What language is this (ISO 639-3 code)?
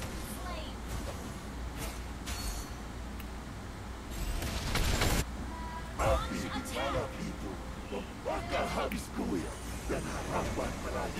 ind